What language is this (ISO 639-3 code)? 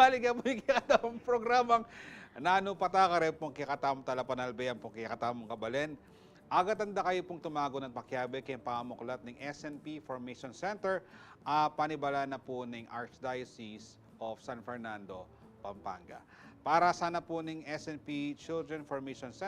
pam